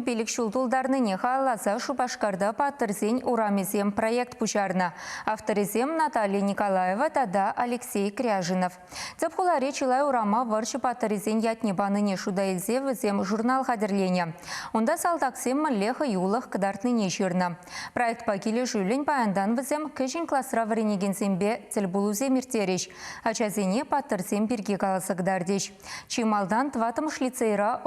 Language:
Chuvash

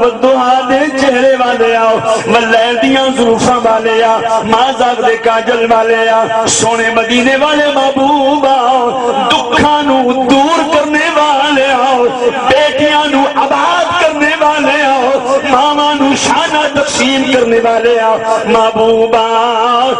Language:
Saraiki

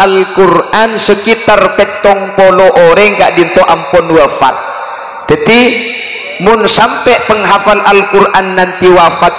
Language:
Madurese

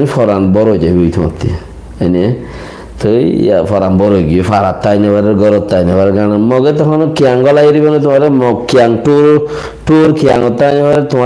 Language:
Rohingya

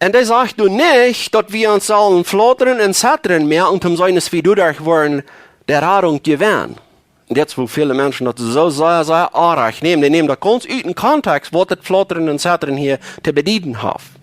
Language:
Plautdietsch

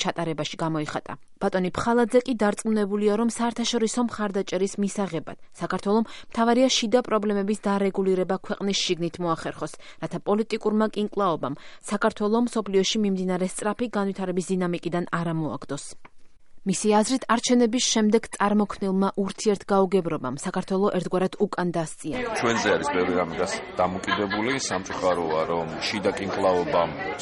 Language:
Georgian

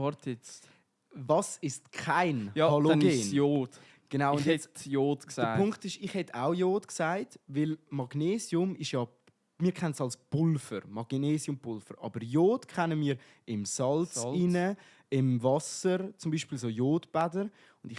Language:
Swiss German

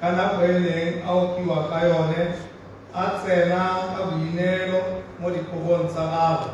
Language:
Tswana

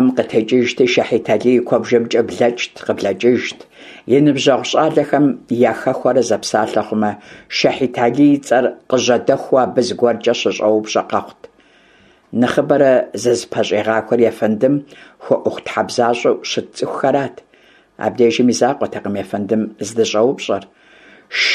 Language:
Kabardian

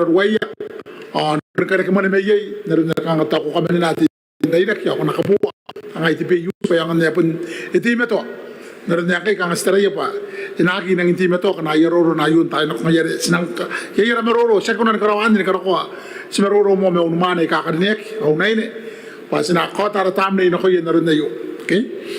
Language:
Gilbertese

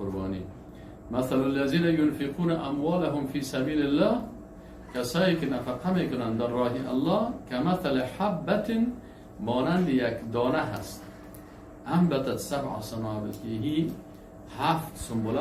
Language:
Persian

